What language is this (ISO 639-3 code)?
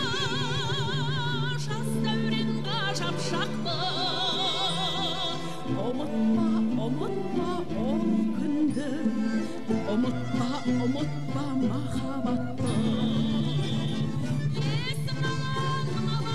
kaz